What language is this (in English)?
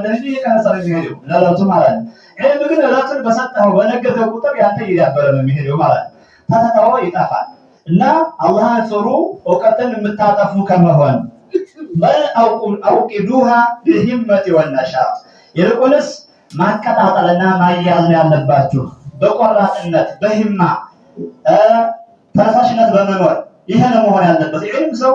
Amharic